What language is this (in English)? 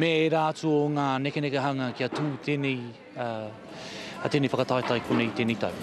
Māori